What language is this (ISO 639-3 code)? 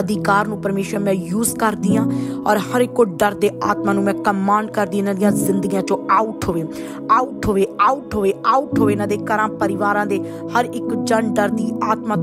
pan